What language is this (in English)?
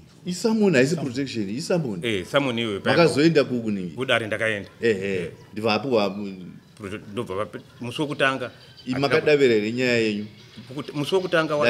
Shona